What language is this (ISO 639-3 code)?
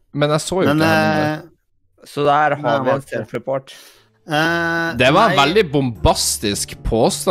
nor